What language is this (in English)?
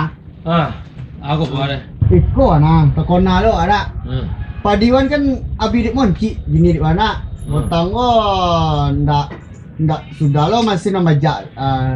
Minangkabau